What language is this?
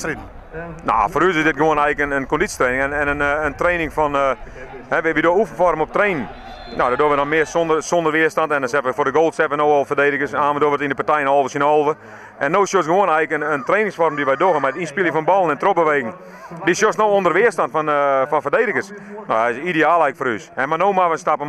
Western Frisian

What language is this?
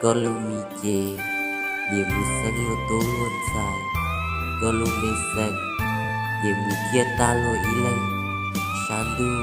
Hmong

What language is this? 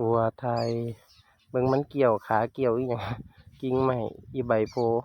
Northeastern Thai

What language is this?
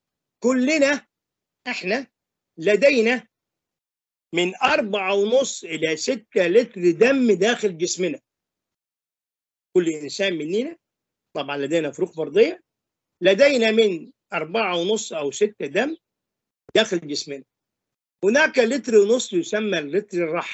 Egyptian Arabic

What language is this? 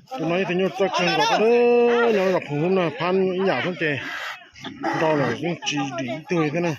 Hmong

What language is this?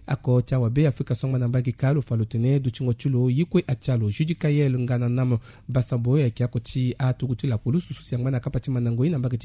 Sango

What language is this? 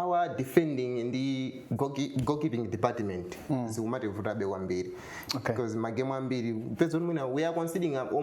Nyanja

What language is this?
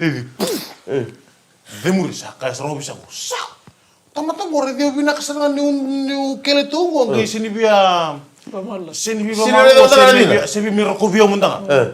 Fijian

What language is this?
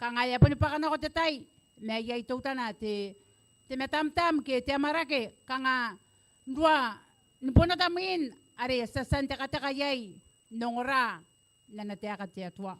Gilbertese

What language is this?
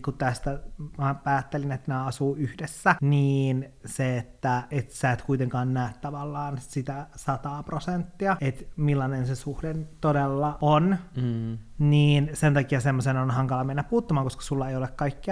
Finnish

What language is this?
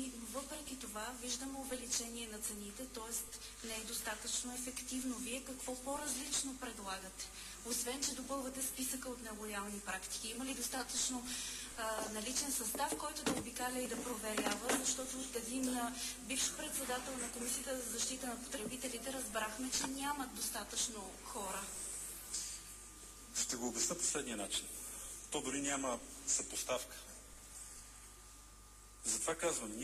Bulgarian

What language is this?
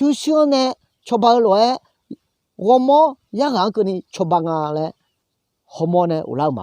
Akha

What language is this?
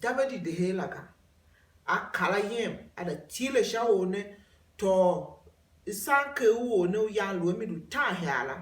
Tiv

